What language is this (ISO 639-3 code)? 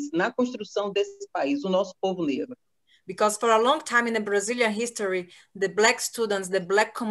por